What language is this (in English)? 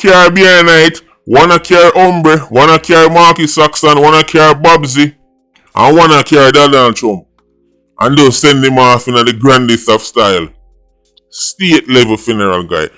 Jamaican Creole English